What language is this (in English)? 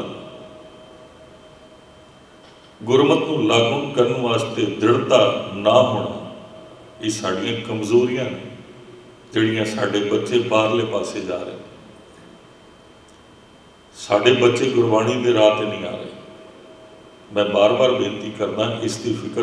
Punjabi